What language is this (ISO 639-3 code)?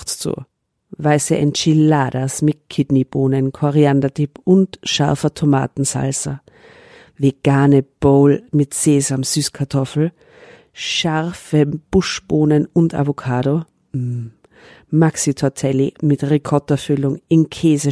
deu